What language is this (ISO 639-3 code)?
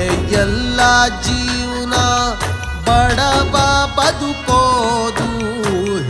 kan